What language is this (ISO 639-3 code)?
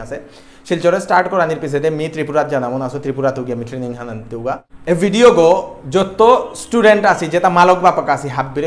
bpy